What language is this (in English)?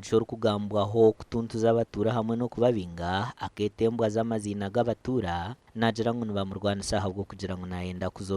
Nyankole